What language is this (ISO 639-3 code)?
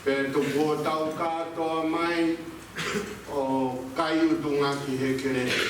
ton